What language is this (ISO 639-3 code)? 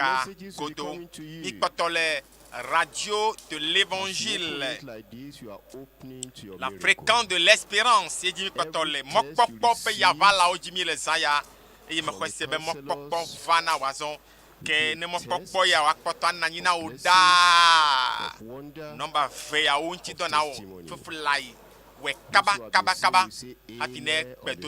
ewe